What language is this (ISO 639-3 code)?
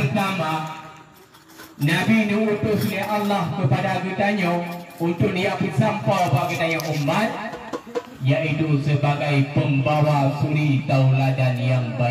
ace